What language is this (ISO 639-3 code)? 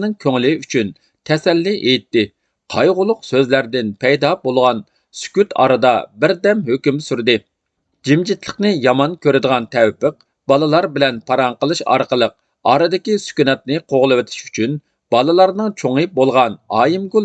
uig